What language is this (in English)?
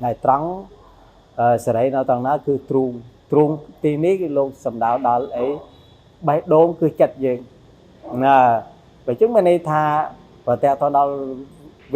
Khmer